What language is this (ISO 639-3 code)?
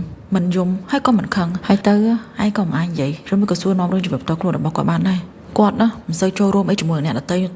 khm